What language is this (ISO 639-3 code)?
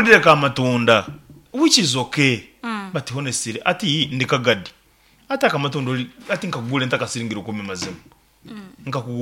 nyn